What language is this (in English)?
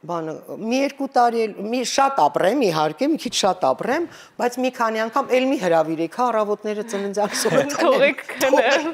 Armenian